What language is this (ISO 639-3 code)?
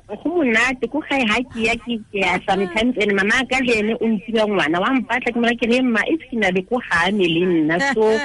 tsn